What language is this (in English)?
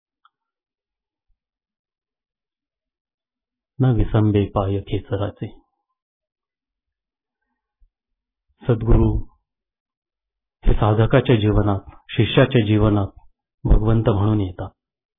Marathi